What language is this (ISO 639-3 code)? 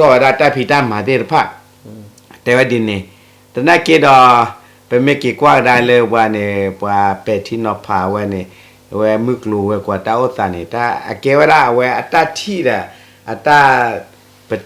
ksw